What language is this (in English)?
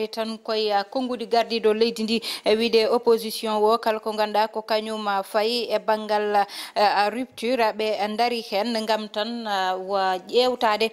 Fula